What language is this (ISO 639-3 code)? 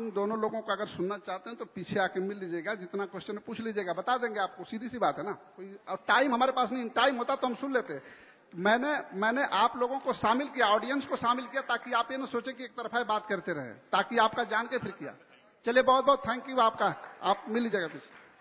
hin